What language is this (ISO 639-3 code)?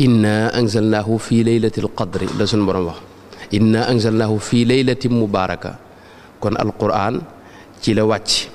wol